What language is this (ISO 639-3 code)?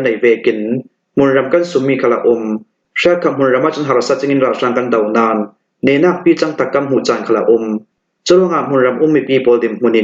cnh